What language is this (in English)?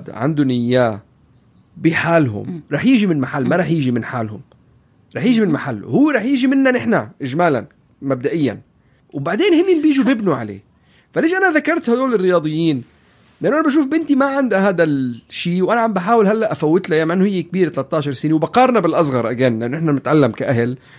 North Levantine Arabic